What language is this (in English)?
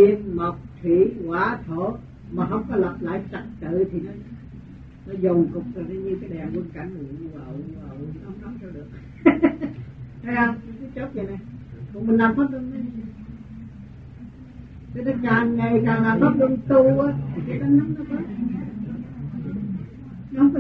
Vietnamese